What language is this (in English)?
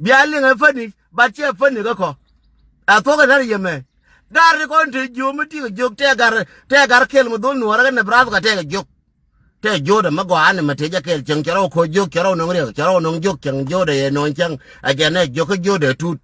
Nuer